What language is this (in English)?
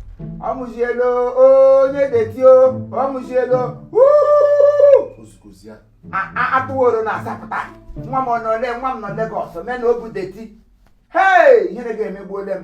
Igbo